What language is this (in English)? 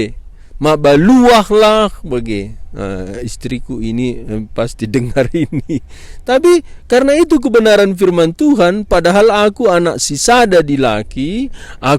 Batak Karo